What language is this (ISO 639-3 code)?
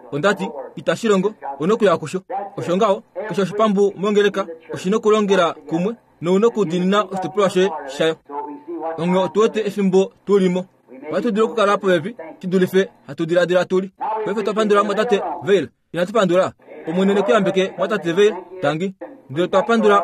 kua